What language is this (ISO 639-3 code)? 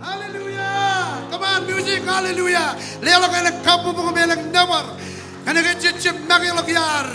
mah